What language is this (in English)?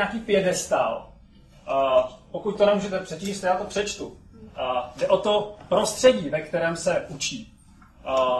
Czech